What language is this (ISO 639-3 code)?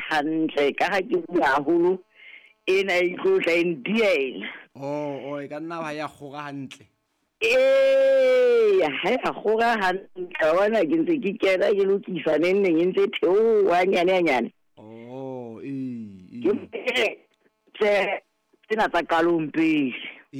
sot